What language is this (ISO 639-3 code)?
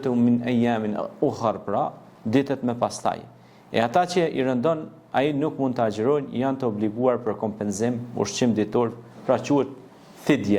sqi